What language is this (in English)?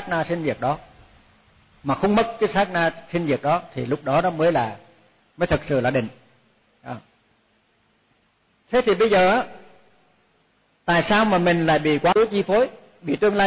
Vietnamese